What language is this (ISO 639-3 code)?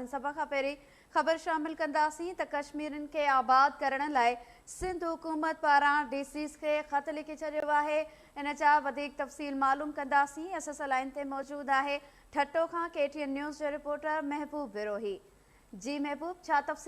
snd